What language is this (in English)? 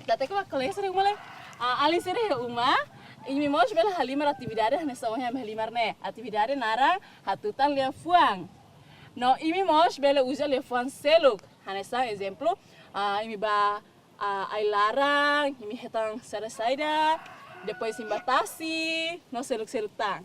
Tetum